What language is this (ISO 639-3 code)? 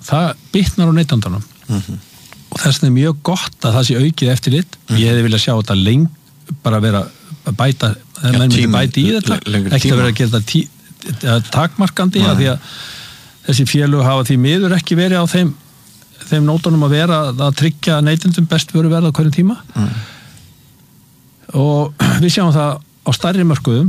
isl